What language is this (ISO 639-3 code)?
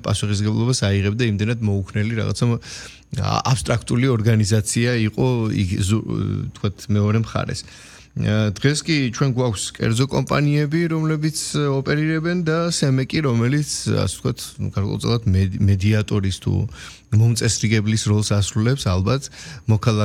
kat